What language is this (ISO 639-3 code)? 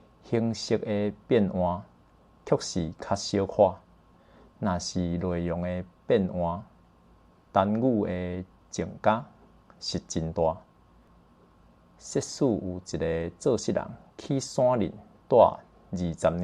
nan